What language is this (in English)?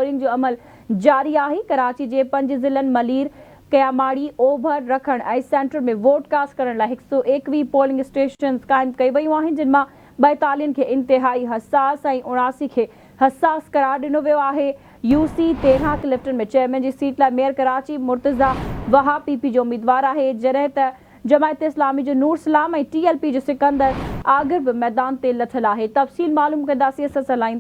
Sindhi